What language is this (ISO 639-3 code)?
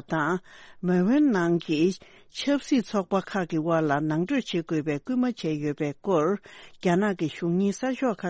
bod